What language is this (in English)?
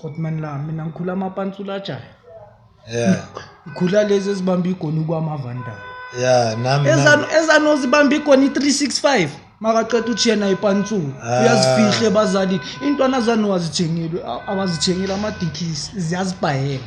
Zulu